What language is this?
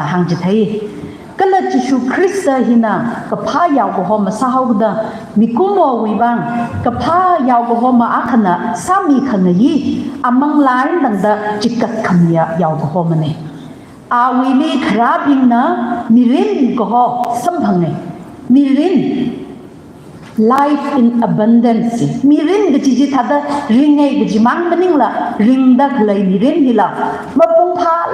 Tangkhul Naga (India)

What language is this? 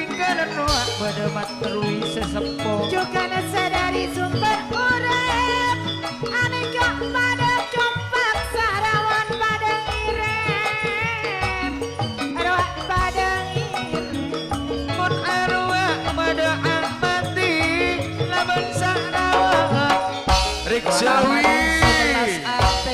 Madurese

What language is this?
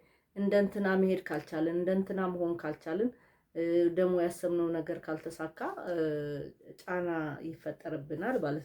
Amharic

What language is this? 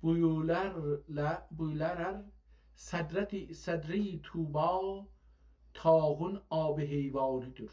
South Azerbaijani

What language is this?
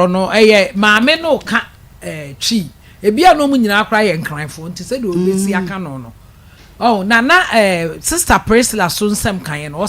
Akan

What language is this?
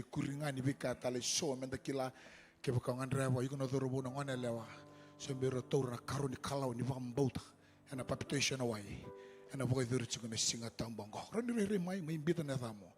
Fijian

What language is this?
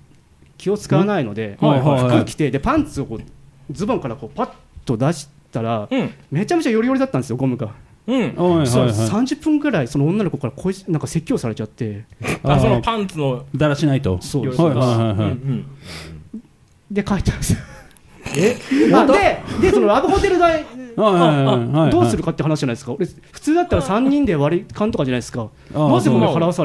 Japanese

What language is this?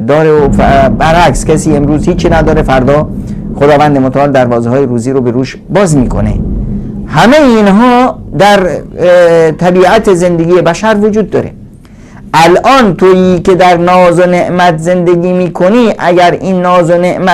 Persian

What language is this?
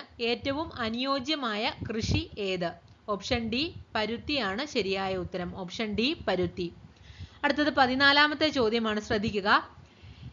Malayalam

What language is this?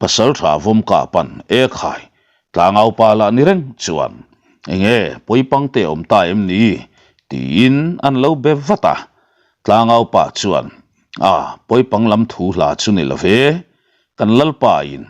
Mizo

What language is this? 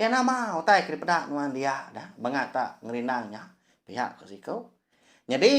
Iban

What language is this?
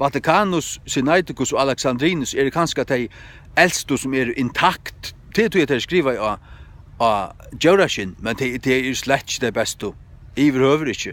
Faroese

